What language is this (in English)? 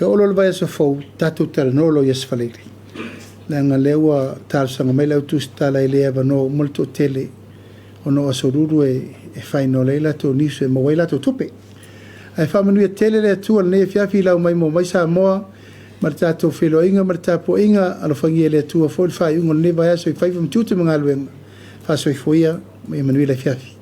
Samoan